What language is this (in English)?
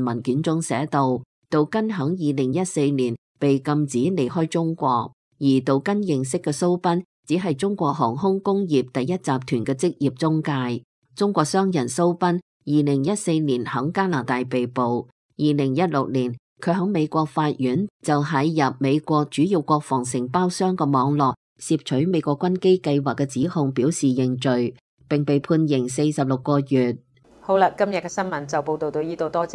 Cantonese